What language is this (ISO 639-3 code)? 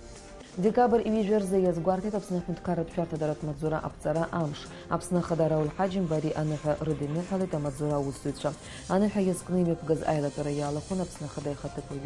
abk